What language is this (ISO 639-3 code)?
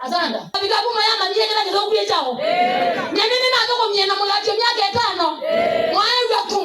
kam